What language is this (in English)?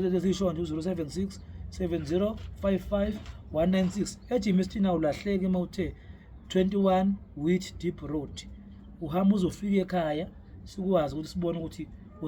Zulu